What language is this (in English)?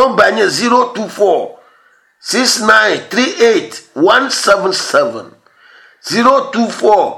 Ewe